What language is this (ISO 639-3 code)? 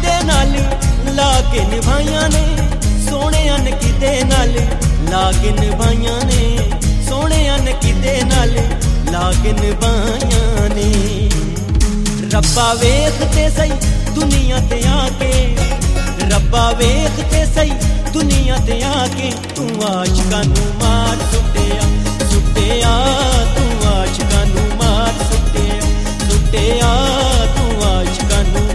pan